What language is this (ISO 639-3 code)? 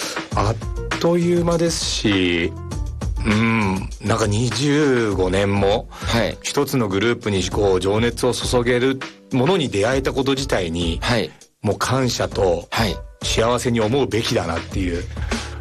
jpn